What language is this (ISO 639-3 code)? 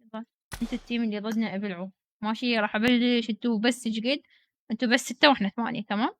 acm